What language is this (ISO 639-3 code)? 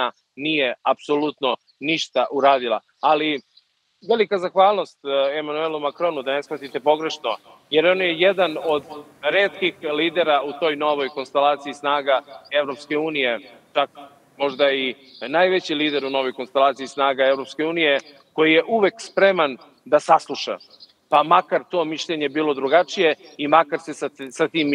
srp